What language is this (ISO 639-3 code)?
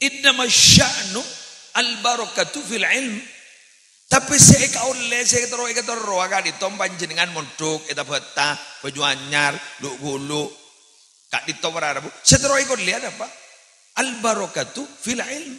mad